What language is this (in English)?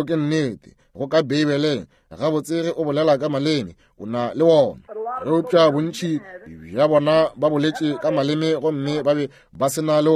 Northern Sotho